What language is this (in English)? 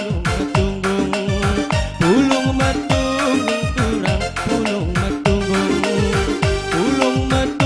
Batak Karo